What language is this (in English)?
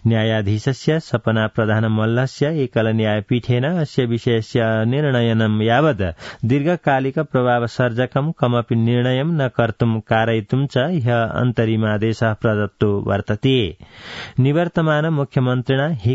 Sanskrit